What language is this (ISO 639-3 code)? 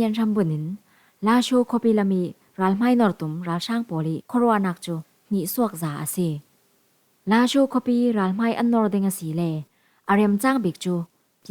cfm